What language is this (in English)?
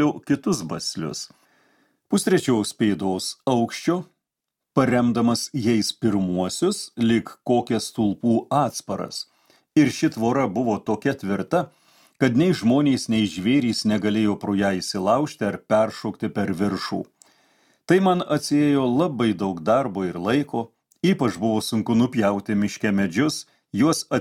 Lithuanian